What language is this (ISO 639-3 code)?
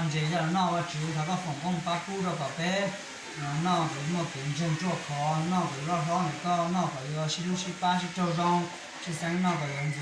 hmn